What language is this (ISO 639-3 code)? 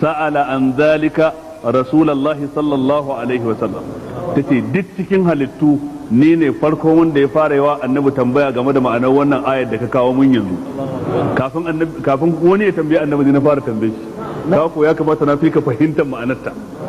hau